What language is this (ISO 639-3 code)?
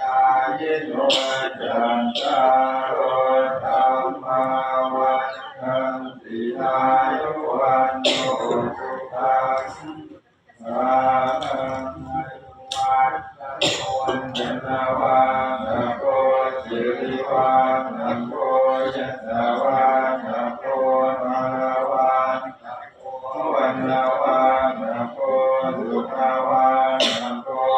pli